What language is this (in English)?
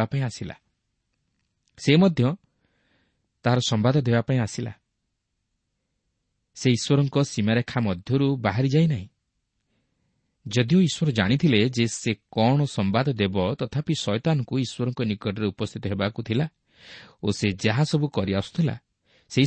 Odia